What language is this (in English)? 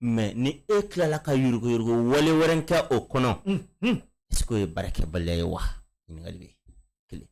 Bambara